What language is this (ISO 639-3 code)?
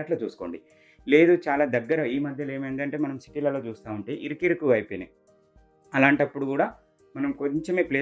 tel